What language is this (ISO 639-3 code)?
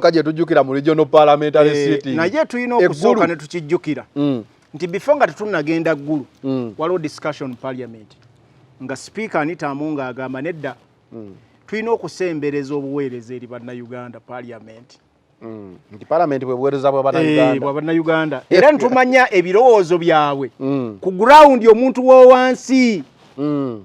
lug